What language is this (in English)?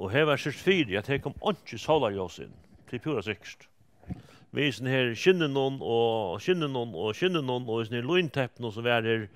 Faroese